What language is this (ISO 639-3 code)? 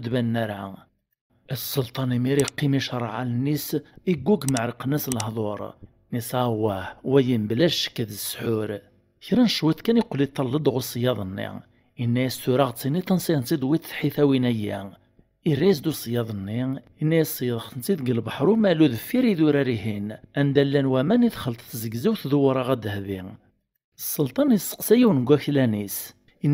kab